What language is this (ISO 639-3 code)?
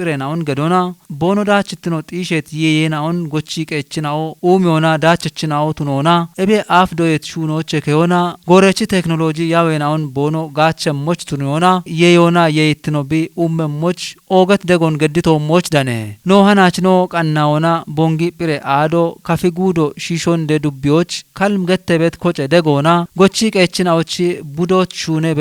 kbr